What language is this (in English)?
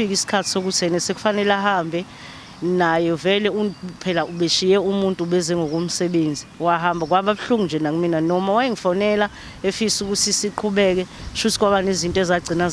Zulu